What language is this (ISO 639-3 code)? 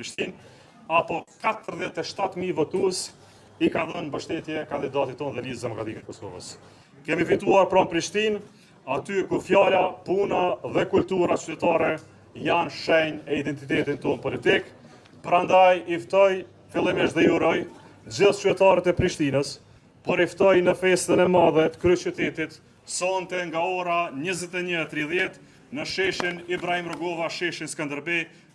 sqi